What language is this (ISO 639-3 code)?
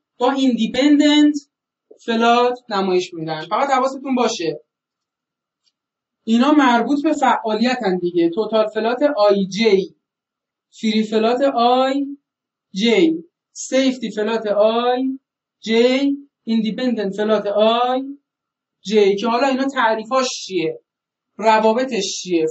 fas